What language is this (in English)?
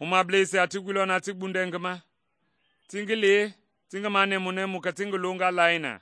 Mende